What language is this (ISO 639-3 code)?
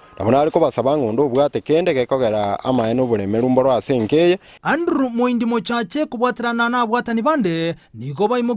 guz